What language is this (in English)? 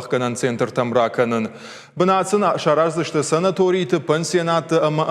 Ossetic